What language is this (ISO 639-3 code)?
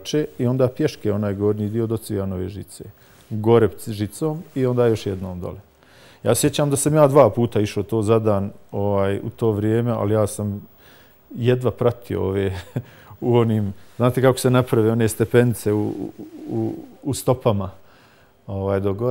bos